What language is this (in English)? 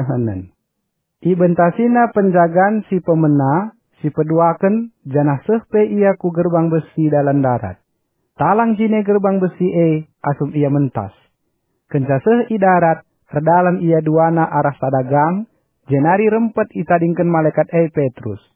Batak Karo